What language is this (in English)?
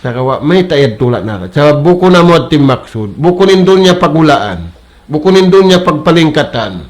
Tausug